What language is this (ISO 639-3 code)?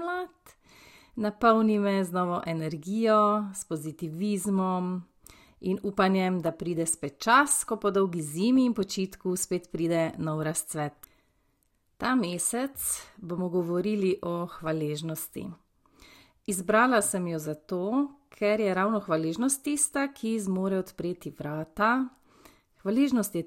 slv